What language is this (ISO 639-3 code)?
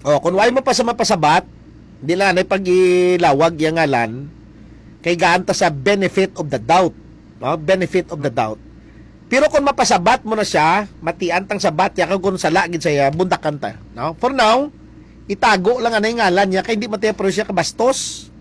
hil